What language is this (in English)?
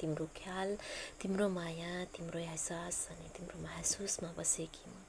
Nepali